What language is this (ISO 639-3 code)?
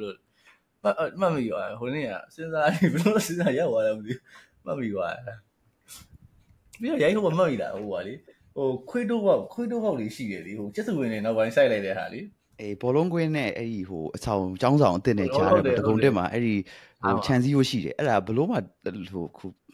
mya